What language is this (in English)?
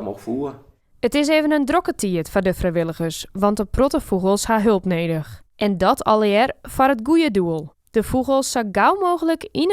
Western Frisian